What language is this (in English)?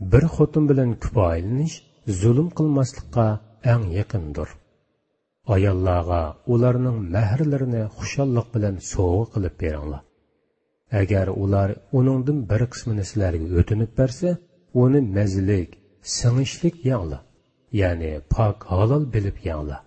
Uyghur